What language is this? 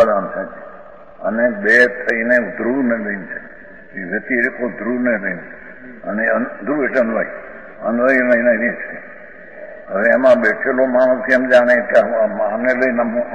Gujarati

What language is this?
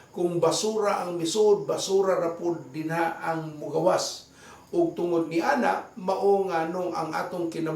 Cebuano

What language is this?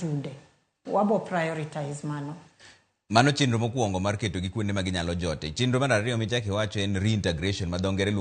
Luo (Kenya and Tanzania)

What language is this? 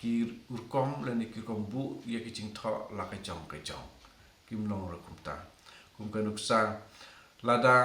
Khasi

